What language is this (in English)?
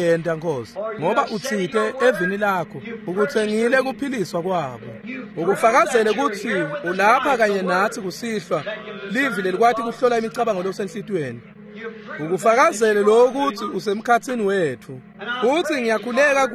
Swati